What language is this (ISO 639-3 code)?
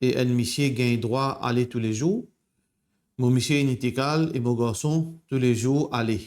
mfe